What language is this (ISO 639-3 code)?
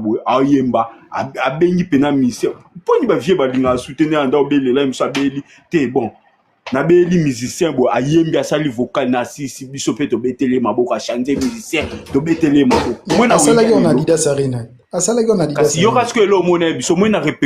lin